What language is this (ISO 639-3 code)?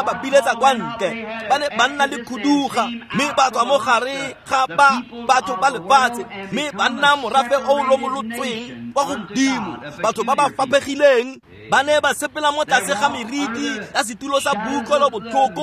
tsn